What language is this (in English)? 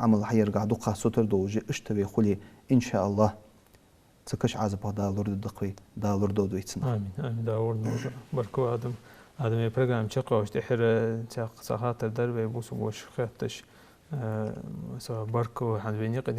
Ingush